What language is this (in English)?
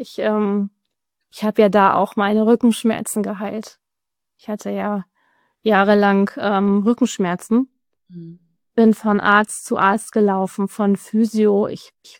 German